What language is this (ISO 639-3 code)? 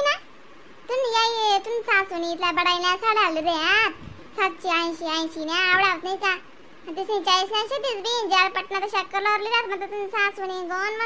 khn